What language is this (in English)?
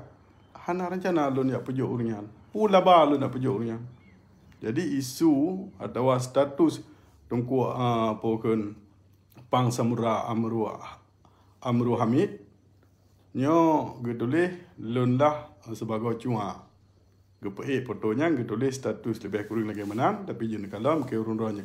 Achinese